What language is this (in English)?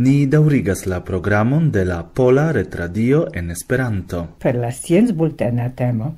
Esperanto